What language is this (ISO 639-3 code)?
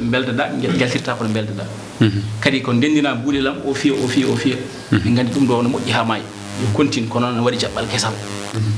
ful